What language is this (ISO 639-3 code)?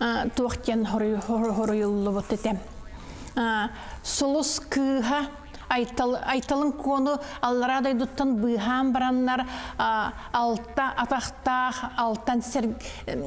sah